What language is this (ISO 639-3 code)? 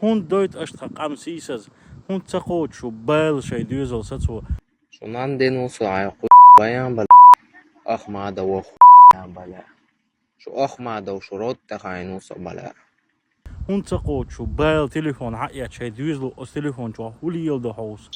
che